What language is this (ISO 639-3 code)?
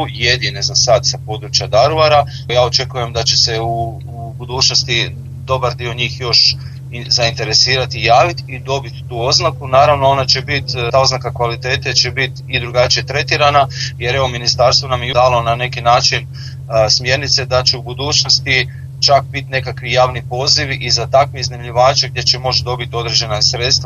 hrv